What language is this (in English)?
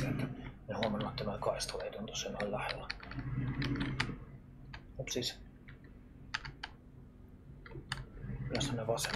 Finnish